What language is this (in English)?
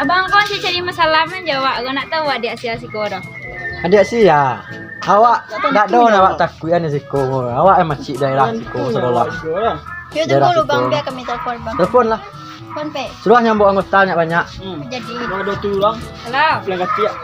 Minangkabau